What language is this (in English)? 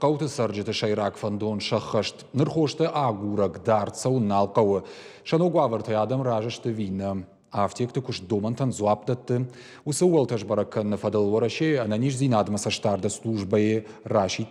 Ossetic